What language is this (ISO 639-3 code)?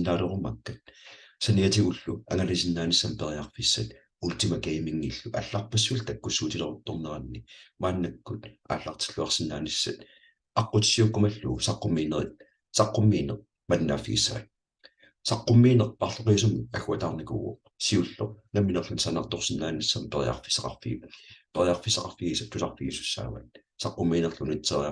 kal